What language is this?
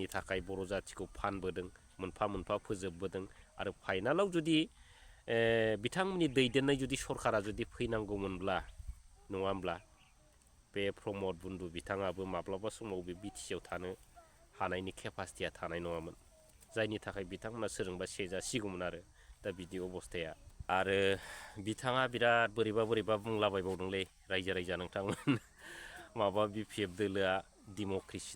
Bodo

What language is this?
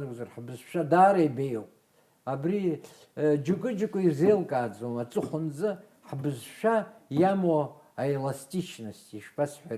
Abkhazian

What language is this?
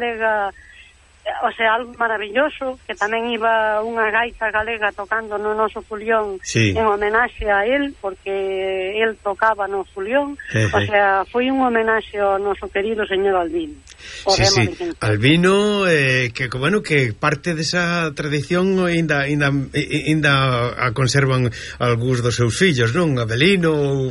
Galician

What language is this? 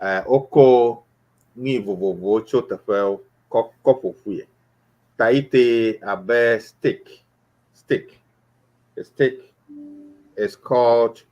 Ewe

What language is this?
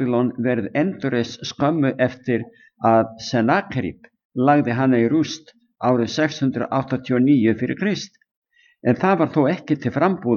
Icelandic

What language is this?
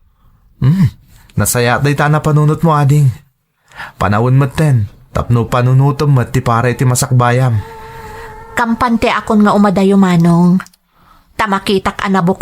Iloko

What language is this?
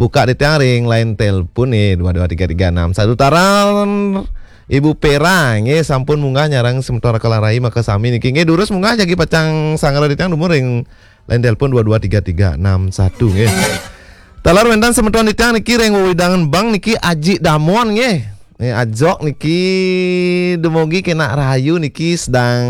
Balinese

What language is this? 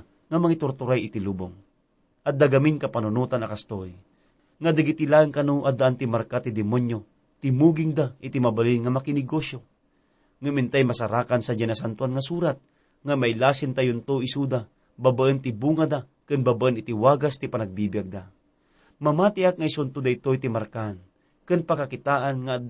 Iloko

